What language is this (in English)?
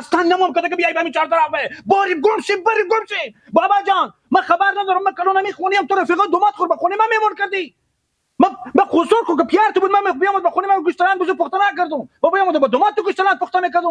Persian